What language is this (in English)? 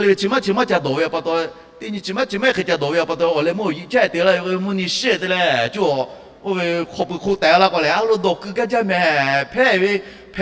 Lahu